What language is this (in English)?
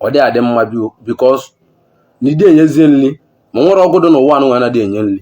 Igbo